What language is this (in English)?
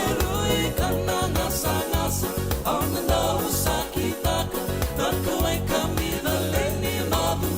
Fijian